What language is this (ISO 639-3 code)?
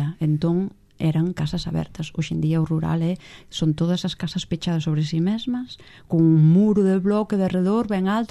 glg